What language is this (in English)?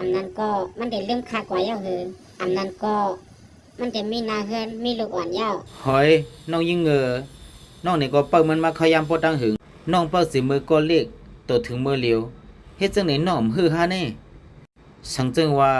Shan